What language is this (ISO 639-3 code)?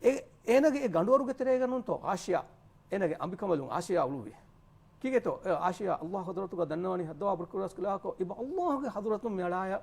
div